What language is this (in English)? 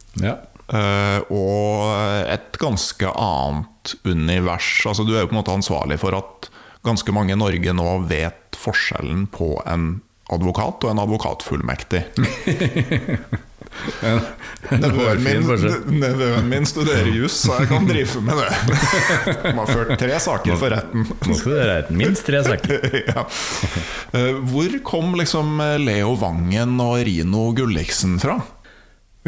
Norwegian